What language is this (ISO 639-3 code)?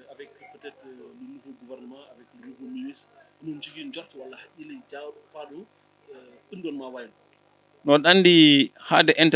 ful